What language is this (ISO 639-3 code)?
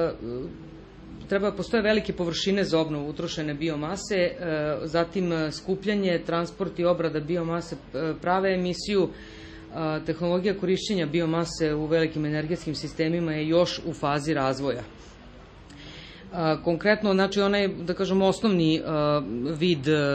srp